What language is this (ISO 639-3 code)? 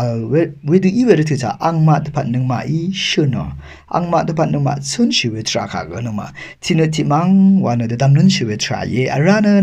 raw